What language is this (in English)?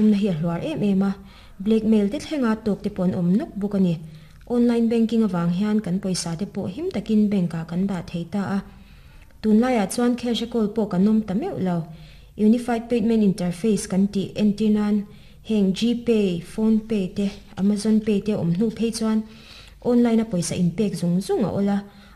Mizo